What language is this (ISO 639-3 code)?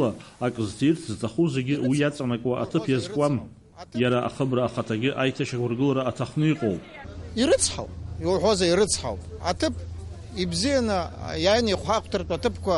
abk